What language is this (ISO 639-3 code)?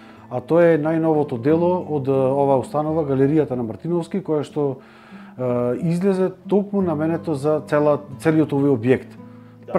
mkd